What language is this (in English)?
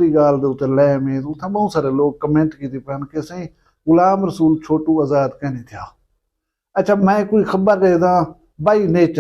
Saraiki